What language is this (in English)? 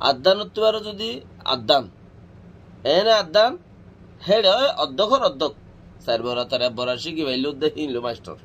Rohingya